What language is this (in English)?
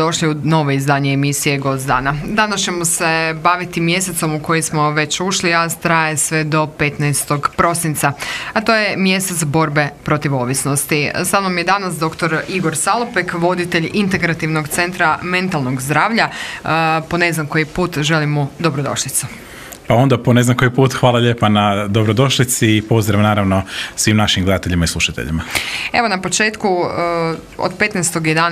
Croatian